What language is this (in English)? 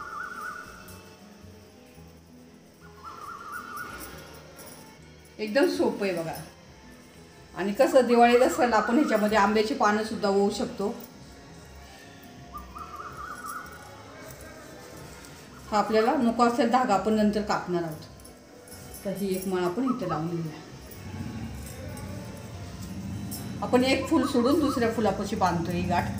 Marathi